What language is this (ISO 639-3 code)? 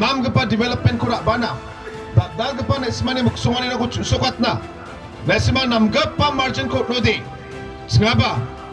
grt